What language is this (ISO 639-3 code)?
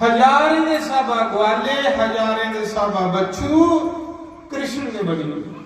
doi